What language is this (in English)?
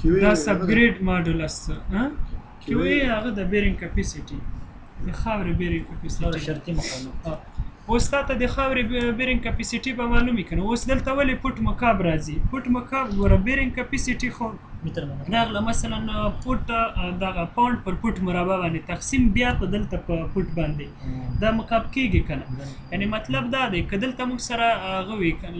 Pashto